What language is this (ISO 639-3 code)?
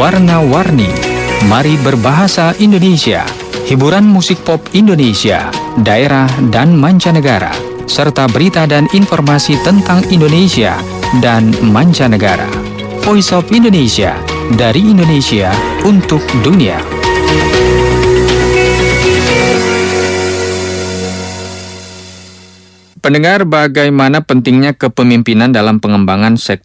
ind